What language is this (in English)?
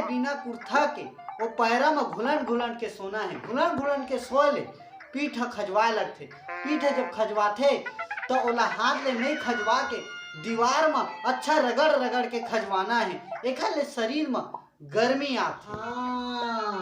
Chhattisgarhi